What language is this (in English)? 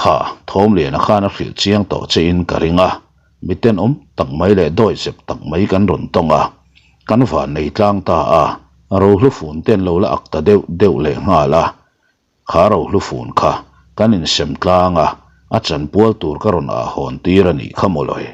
Mizo